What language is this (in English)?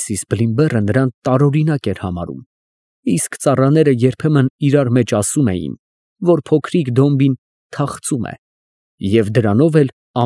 Armenian